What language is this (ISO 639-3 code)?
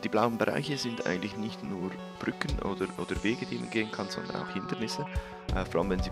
gsw